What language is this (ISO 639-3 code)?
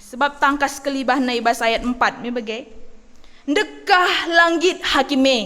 btx